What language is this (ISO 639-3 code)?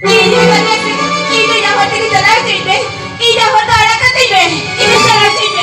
sat